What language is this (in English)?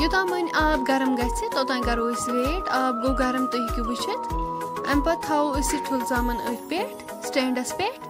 Kashmiri